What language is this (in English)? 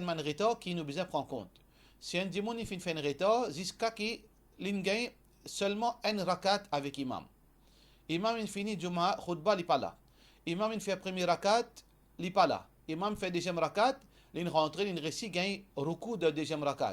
Morisyen